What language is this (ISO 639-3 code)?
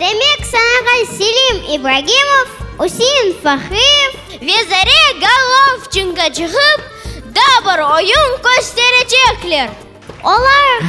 crh